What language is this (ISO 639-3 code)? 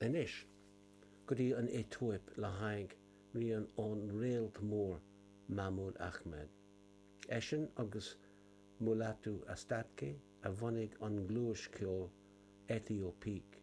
gle